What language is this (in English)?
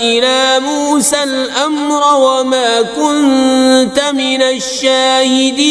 Kashmiri